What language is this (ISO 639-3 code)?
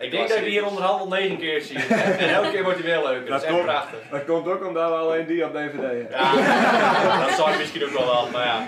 fry